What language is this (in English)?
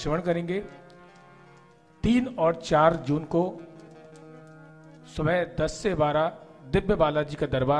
Hindi